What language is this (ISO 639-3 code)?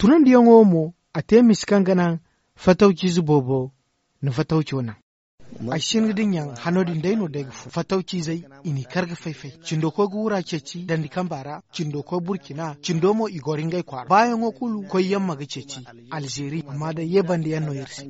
dje